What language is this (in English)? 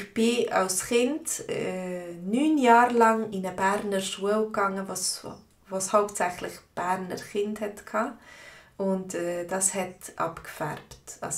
Swiss German